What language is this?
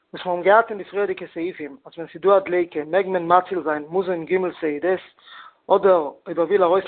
Yiddish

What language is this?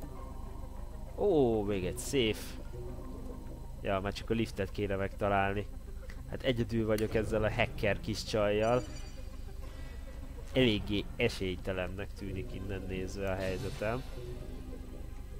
Hungarian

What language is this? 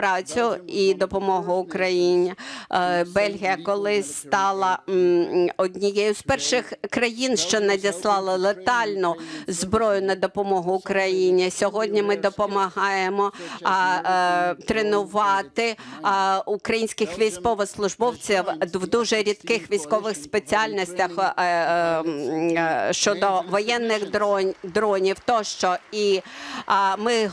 Ukrainian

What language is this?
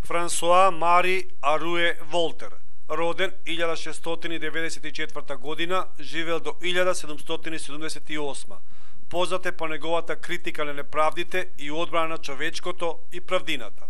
Macedonian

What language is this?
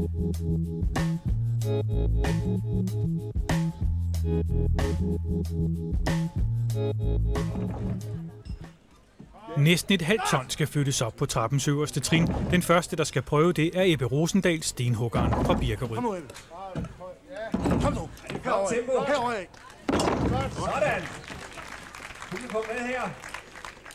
Danish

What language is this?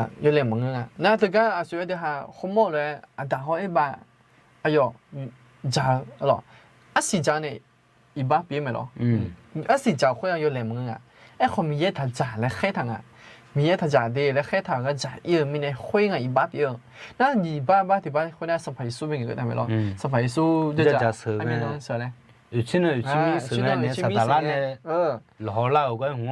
Akha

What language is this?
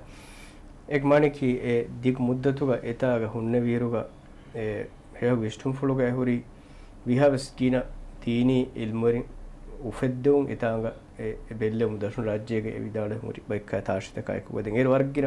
Divehi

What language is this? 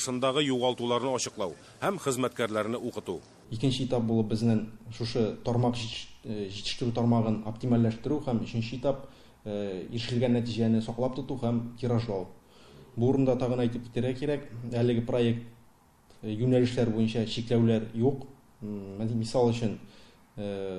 Tatar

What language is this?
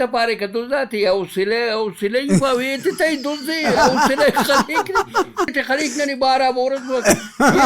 Brahui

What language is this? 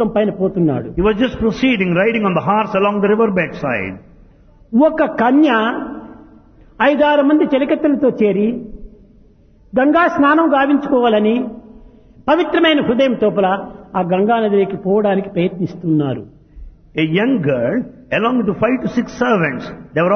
Telugu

